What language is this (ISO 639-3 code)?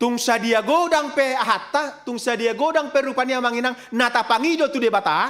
bbc